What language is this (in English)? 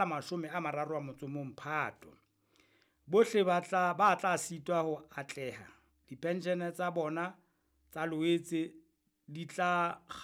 Southern Sotho